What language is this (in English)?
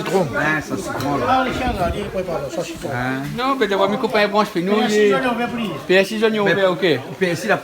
Réunion Creole French